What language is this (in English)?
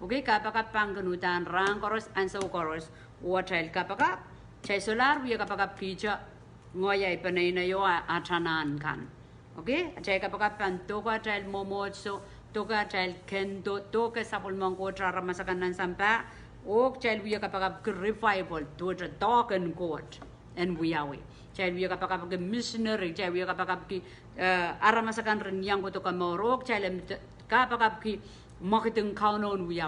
Pohnpeian